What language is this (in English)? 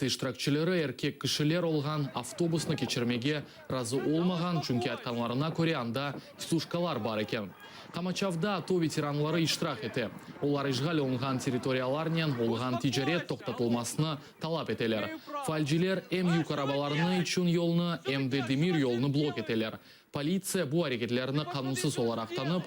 Crimean Tatar